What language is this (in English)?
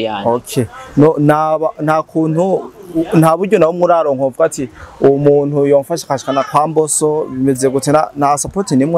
Rundi